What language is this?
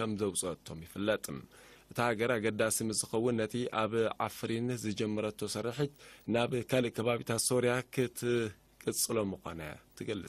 Tigrinya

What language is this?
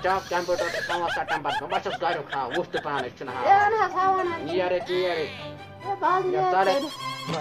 Kashmiri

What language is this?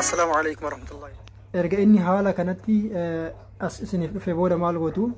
Oromo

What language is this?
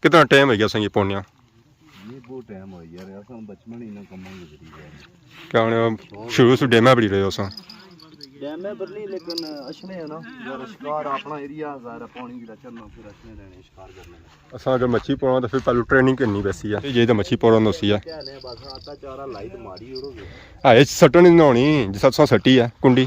Pahari-Potwari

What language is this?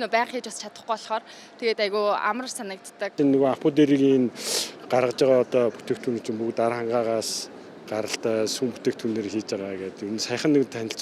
Mongolian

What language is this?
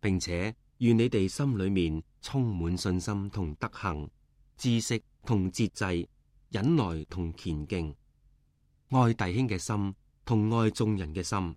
Cantonese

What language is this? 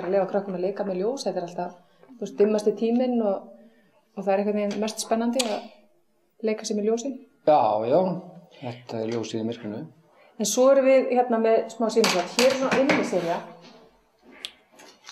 Icelandic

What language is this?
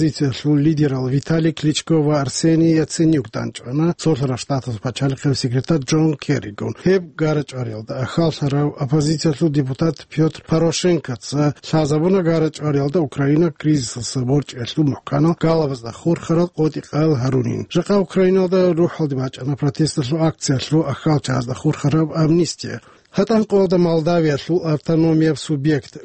Avaric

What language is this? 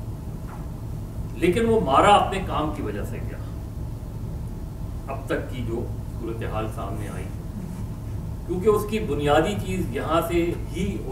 Urdu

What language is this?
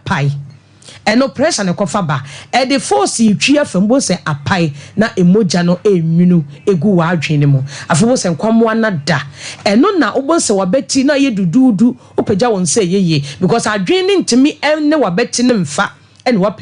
Akan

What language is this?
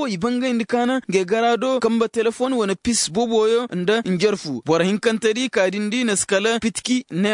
Koyraboro Senni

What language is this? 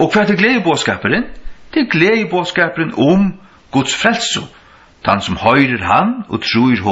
Faroese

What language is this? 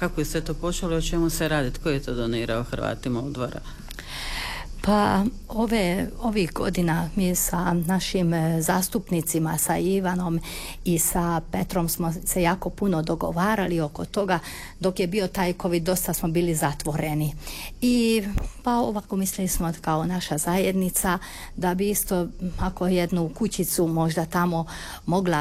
Croatian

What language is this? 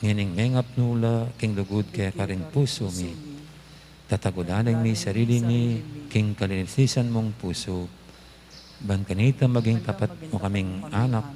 Pampanga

